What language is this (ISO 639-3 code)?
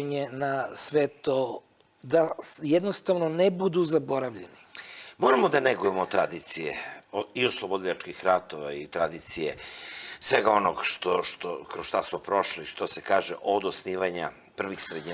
srp